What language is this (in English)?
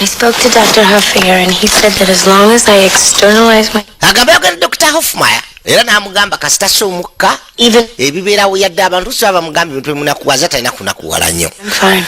Ganda